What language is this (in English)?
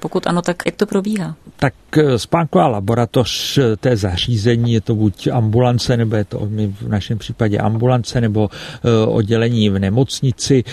Czech